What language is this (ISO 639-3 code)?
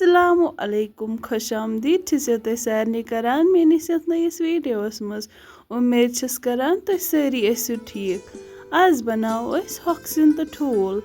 kas